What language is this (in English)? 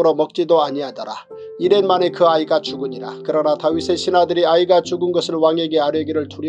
Korean